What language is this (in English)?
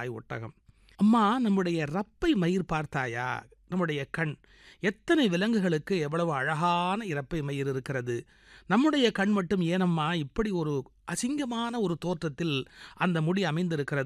Tamil